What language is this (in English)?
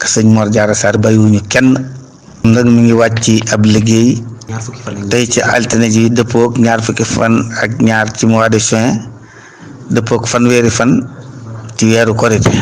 Wolof